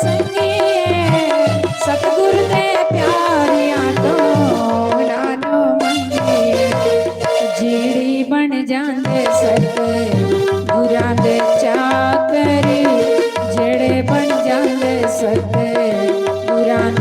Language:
Dogri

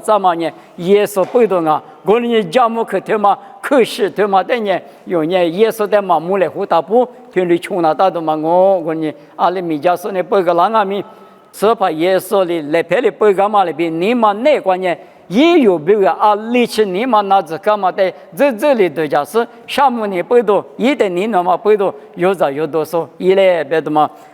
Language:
Lisu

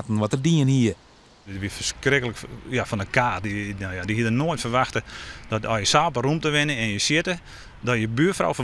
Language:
Western Frisian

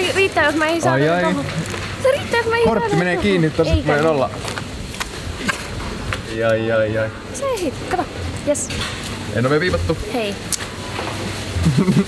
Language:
Finnish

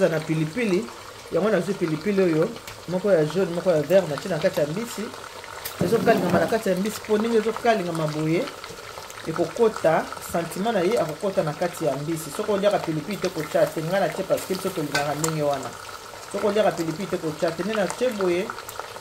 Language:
Lingala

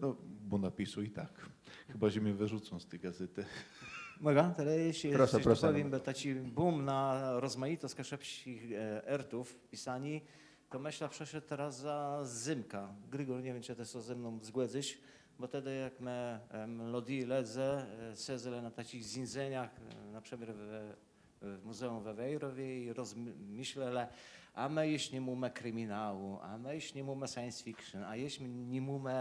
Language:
Kashubian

